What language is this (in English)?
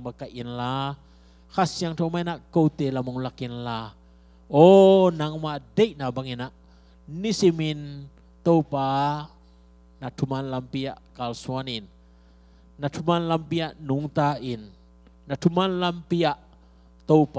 Tedim Chin